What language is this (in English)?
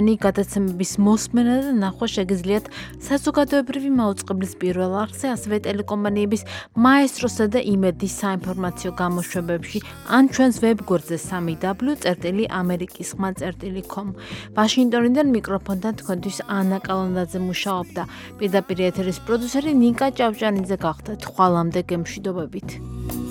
Georgian